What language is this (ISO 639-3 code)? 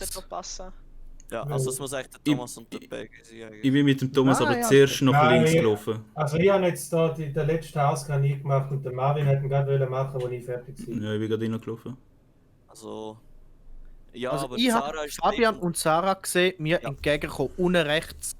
gsw